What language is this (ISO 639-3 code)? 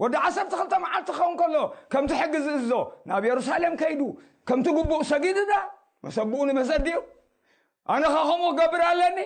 tir